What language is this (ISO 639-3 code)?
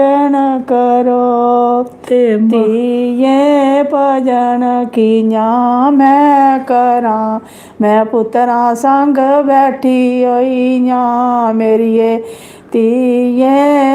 doi